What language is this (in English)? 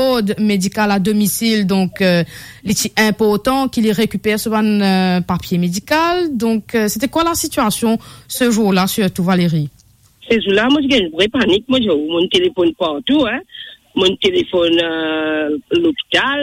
Morisyen